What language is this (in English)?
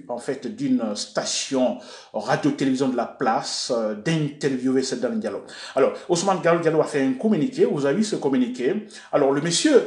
French